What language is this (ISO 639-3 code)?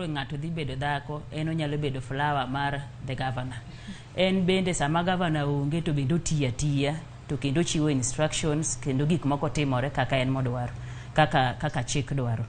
luo